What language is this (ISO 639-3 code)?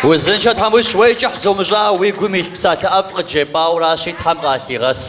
kbd